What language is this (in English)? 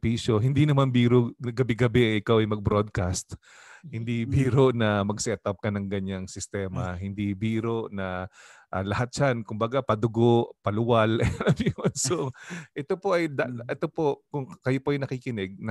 Filipino